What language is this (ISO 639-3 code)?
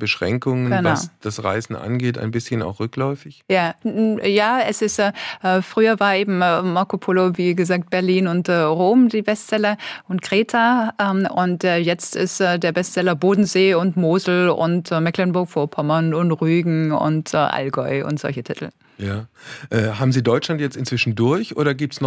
deu